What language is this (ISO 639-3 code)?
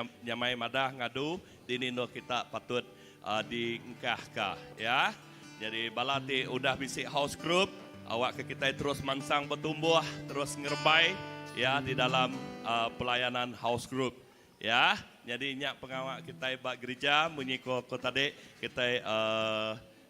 iba